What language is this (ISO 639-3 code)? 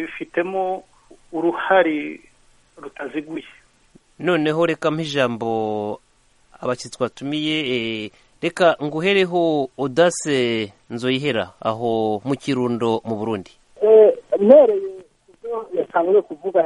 kin